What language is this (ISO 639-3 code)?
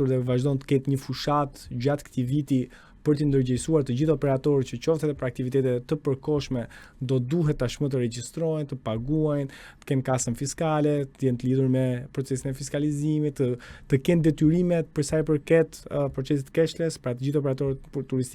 sqi